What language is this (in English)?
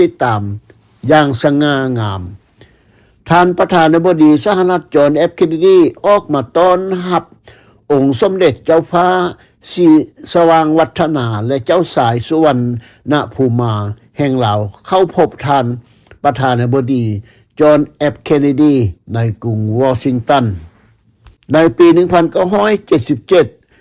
Lao